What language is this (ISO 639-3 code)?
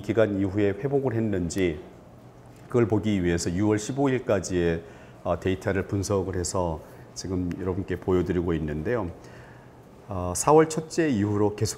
kor